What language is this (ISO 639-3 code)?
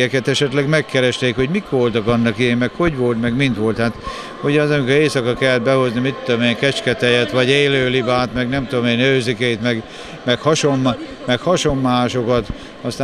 hun